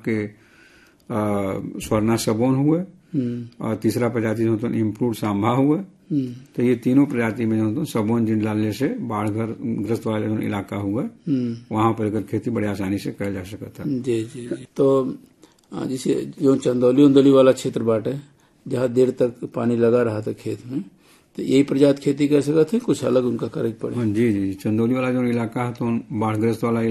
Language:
Bhojpuri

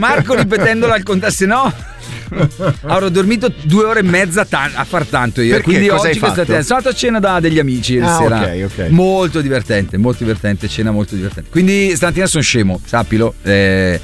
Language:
Italian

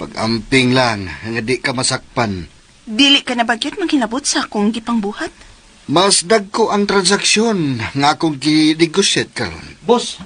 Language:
Cebuano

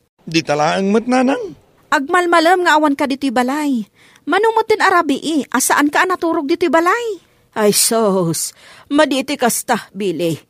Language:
Iloko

